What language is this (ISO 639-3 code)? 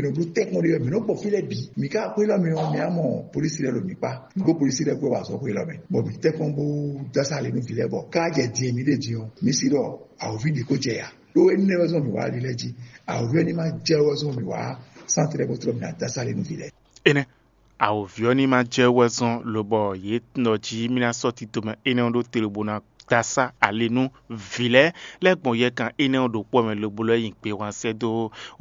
fon